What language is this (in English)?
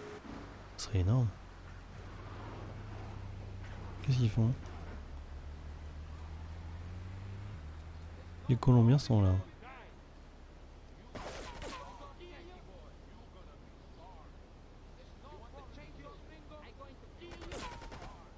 French